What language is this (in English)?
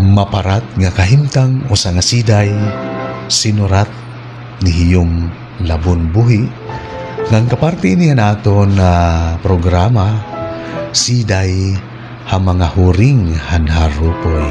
Waray